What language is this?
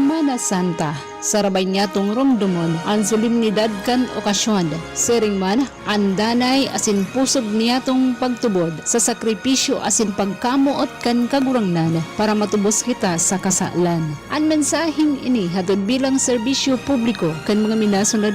Bikol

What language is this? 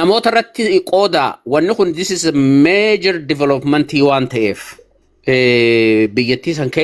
Oromo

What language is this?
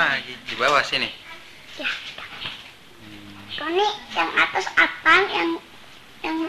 Indonesian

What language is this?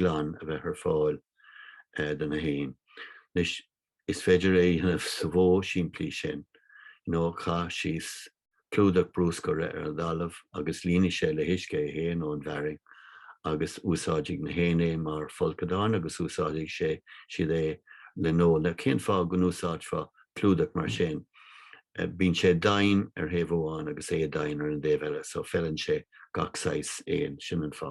Irish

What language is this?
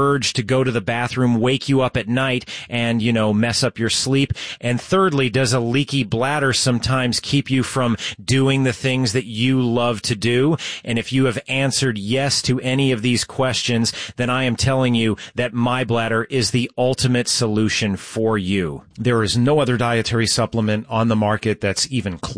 English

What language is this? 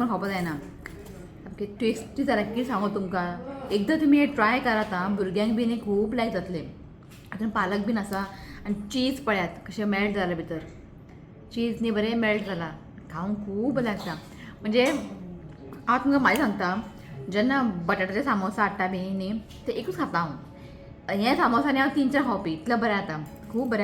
Konkani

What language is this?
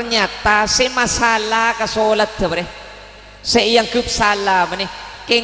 Madurese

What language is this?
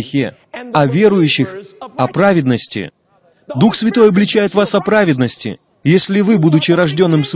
Russian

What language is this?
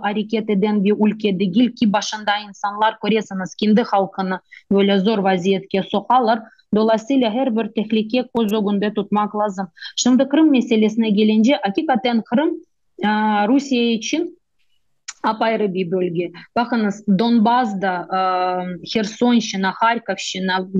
Crimean Tatar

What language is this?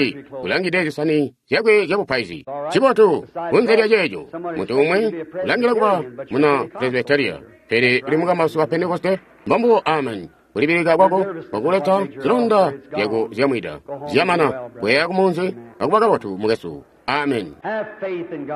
Tonga (Zambia)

